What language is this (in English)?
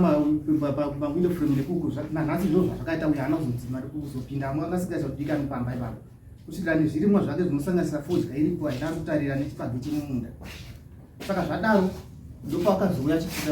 Shona